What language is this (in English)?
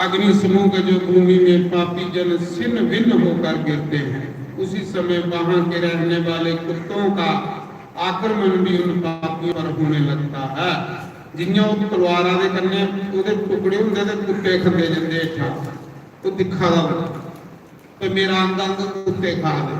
Dogri